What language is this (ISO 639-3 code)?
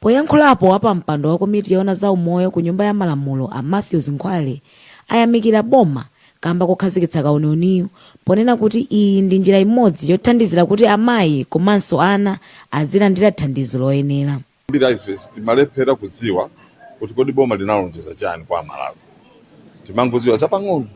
nya